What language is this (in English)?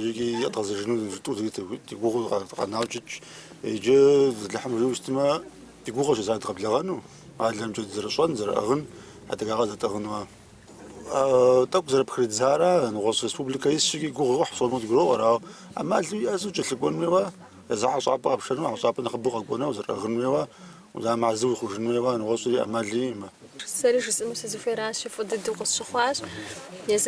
Kabardian